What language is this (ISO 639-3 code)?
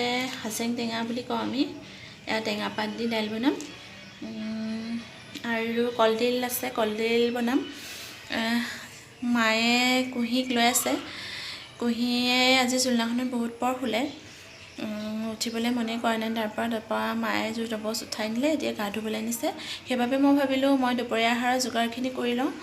asm